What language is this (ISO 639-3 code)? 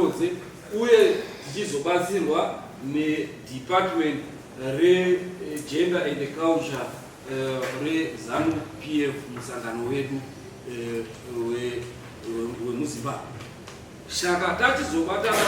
sna